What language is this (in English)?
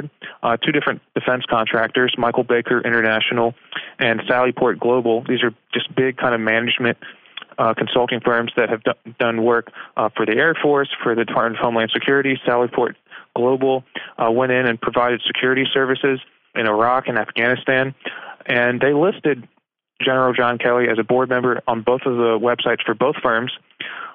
English